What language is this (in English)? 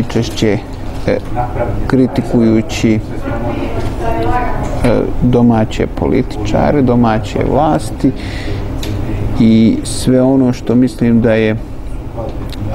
Bosnian